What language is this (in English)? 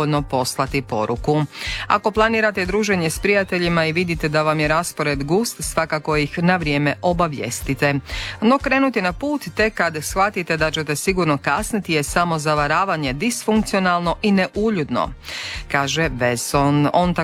Croatian